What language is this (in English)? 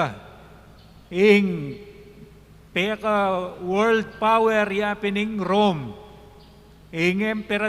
Pampanga